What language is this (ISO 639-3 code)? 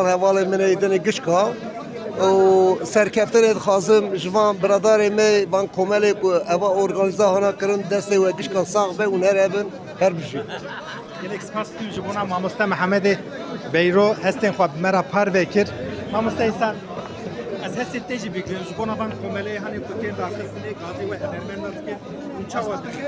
kur